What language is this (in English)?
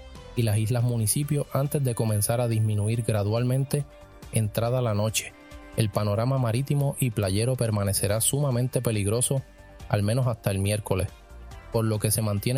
Spanish